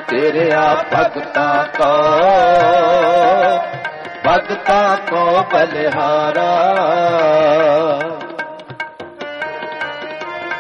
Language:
Punjabi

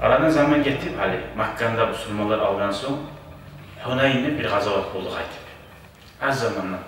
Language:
Kumyk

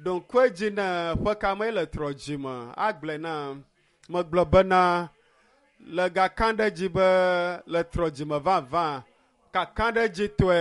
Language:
Ewe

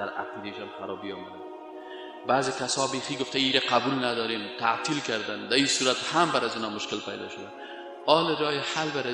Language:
Persian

